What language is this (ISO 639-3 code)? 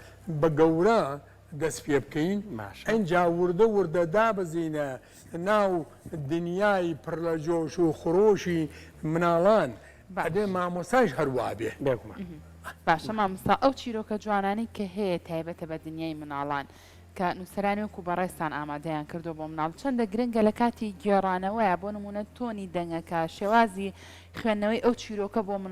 ckb